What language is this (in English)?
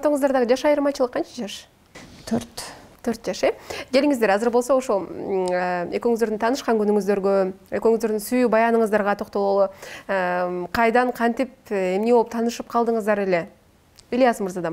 Kyrgyz